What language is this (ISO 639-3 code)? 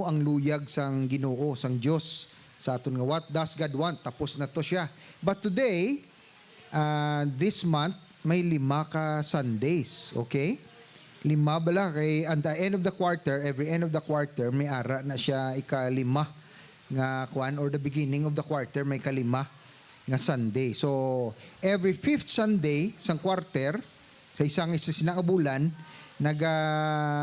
hil